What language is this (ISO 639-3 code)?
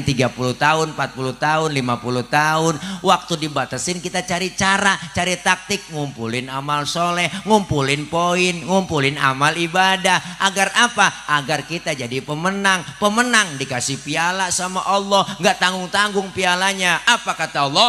bew